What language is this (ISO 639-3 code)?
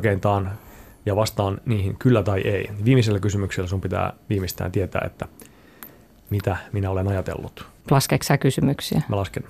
fin